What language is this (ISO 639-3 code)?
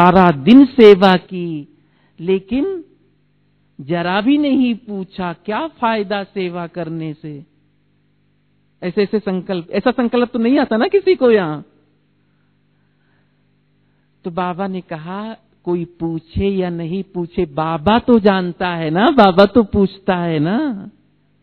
hin